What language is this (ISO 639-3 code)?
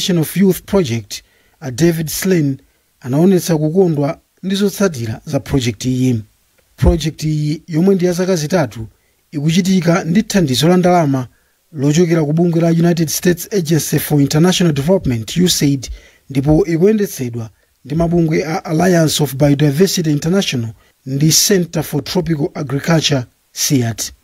nya